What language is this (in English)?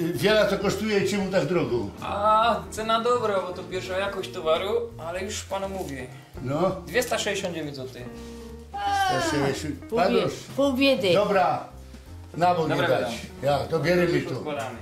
Silesian